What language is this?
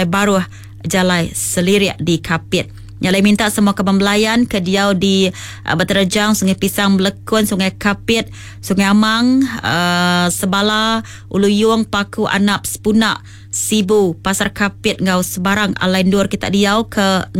Iban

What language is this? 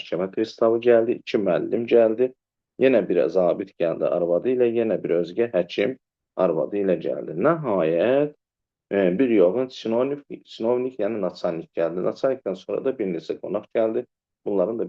Azerbaijani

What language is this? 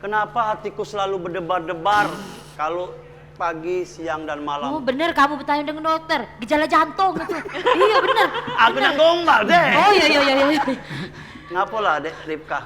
Musi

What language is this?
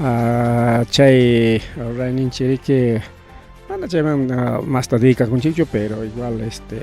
Ayacucho Quechua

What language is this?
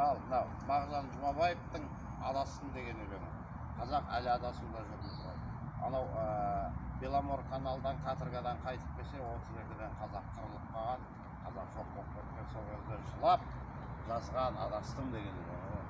Kazakh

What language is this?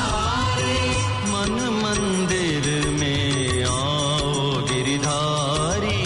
Hindi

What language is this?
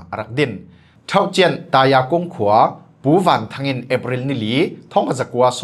Falam Chin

